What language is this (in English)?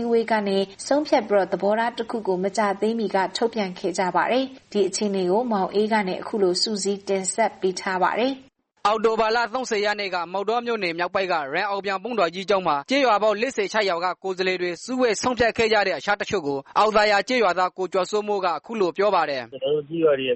Burmese